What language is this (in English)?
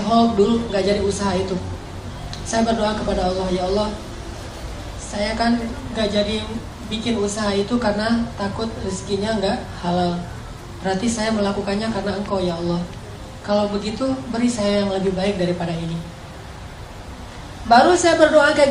Indonesian